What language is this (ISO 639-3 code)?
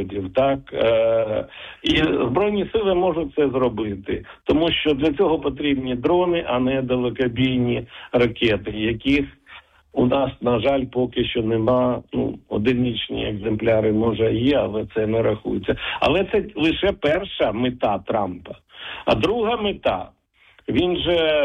ukr